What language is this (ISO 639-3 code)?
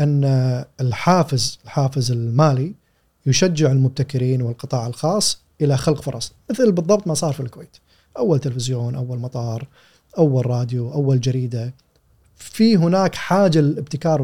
afb